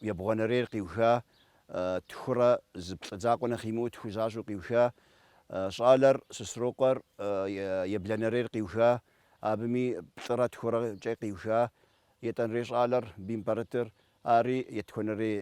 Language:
Kabardian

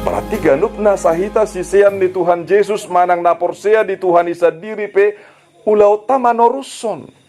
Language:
Batak Toba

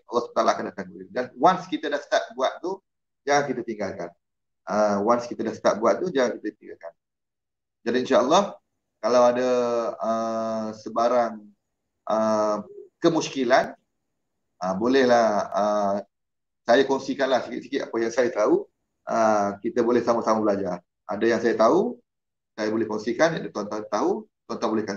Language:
Malay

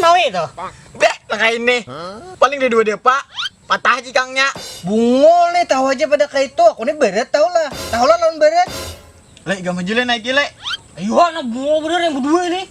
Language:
Banjar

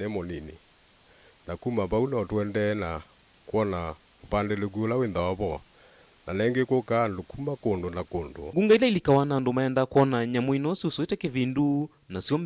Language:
Kamba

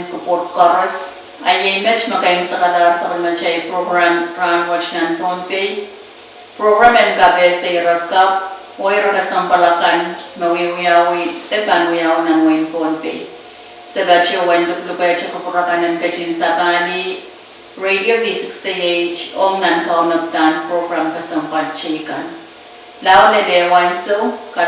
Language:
Pohnpeian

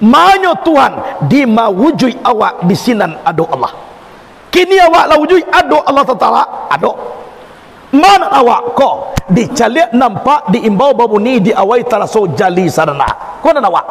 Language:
Minangkabau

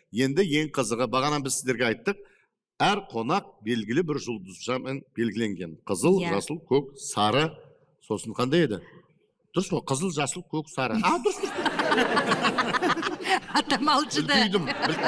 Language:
Kazakh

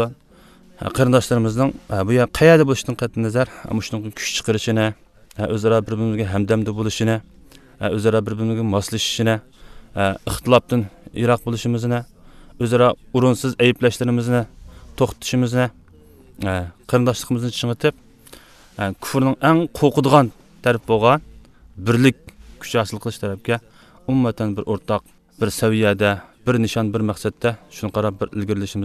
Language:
Uyghur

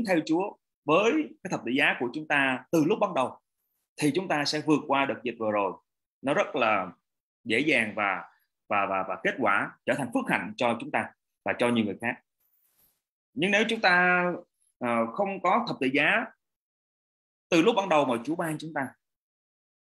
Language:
Vietnamese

